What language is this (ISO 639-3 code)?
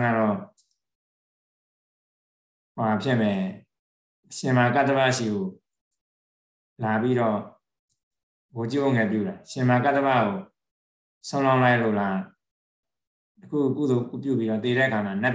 mya